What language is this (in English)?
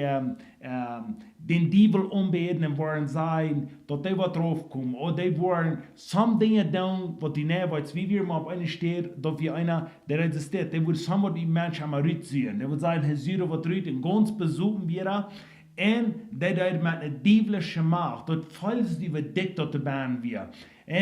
Plautdietsch